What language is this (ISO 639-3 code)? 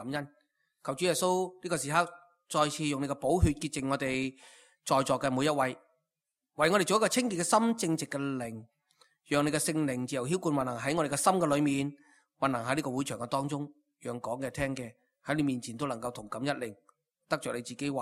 yue